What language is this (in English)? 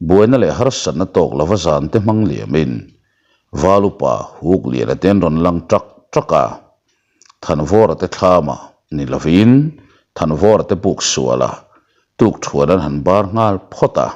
Mizo